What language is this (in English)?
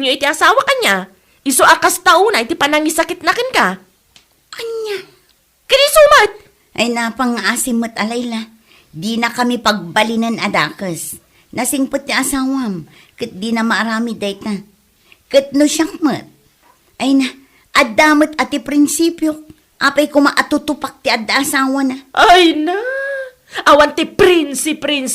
Iloko